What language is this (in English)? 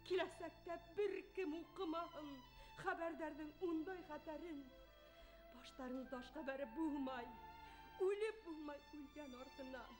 Bashkir